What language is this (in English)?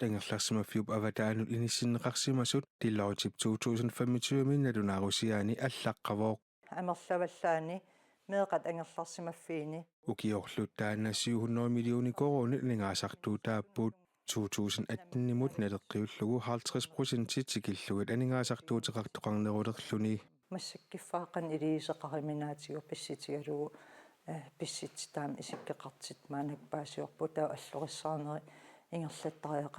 Kalaallisut